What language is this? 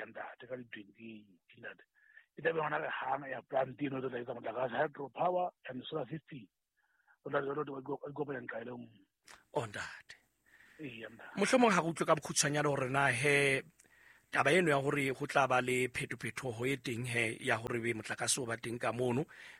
Southern Sotho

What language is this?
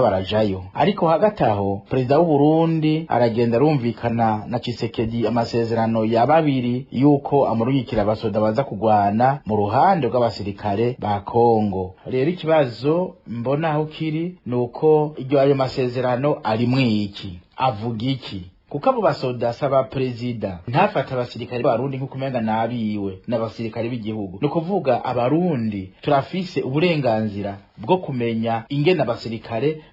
Rundi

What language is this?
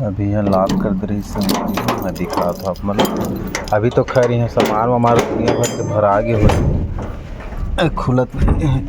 Chhattisgarhi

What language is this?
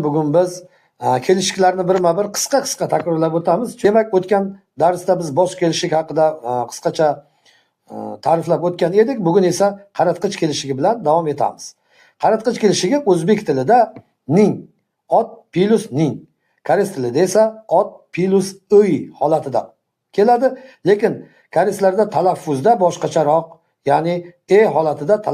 Uzbek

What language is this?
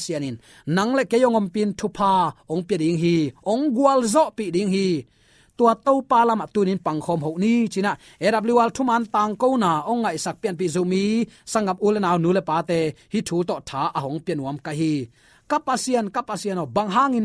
Tedim Chin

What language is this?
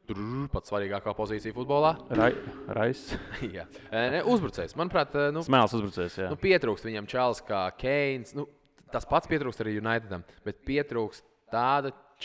Latvian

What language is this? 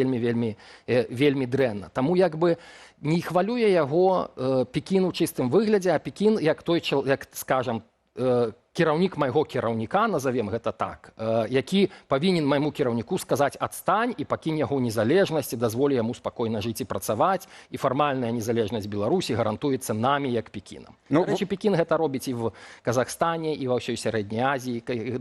Belarusian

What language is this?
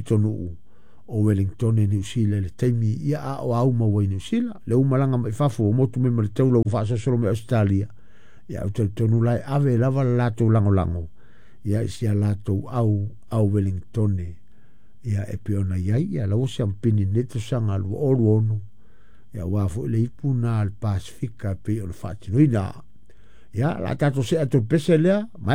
Samoan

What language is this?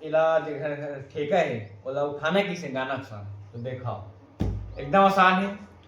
Chhattisgarhi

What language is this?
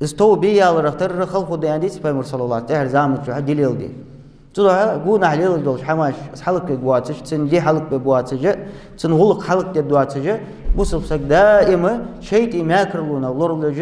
Ingush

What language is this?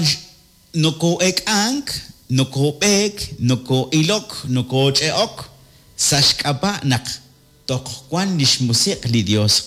Kekchí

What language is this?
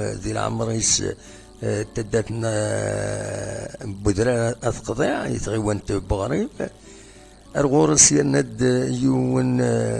Kabyle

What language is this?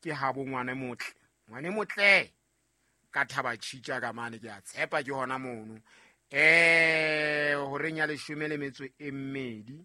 Southern Sotho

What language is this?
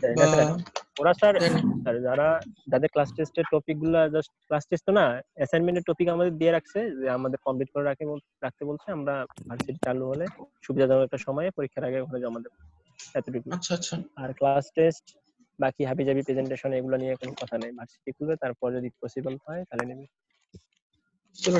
Bangla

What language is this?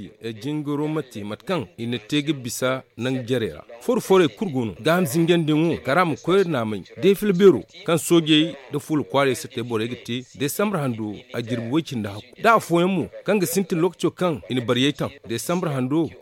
Zarma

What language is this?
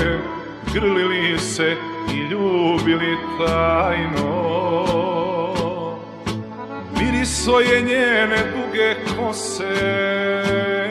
Serbian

